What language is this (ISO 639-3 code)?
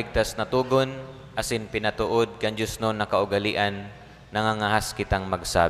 bik